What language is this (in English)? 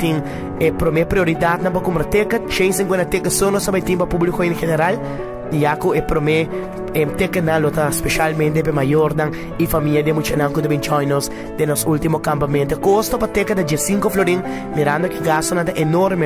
Papiamento